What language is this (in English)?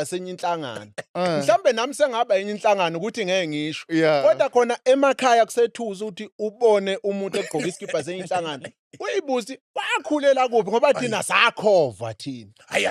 Zulu